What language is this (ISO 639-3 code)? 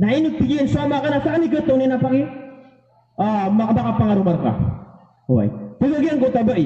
mrw